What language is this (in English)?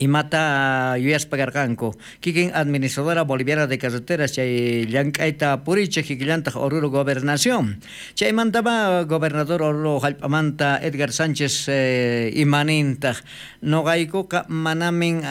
South Bolivian Quechua